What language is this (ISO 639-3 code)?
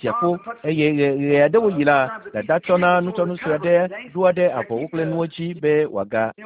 ewe